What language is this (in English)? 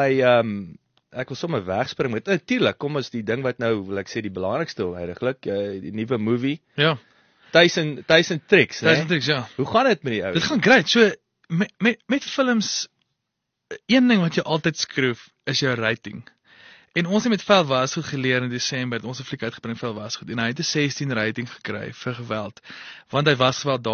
Afrikaans